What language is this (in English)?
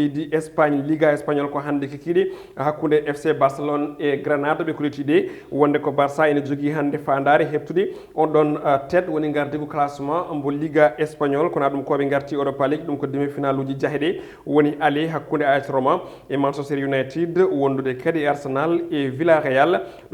Fula